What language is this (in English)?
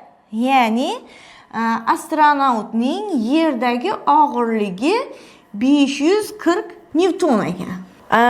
Uzbek